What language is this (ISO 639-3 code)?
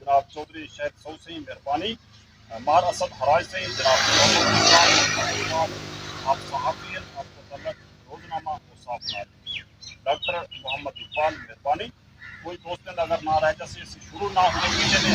skr